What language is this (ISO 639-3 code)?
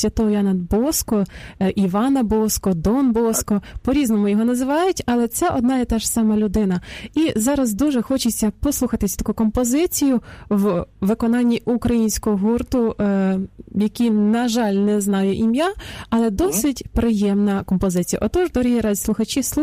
ukr